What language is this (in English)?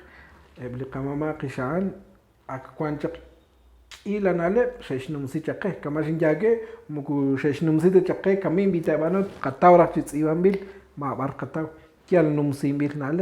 Kekchí